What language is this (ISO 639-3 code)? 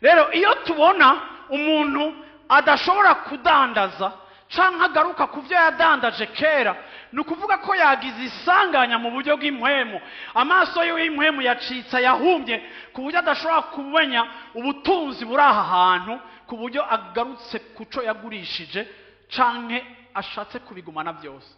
run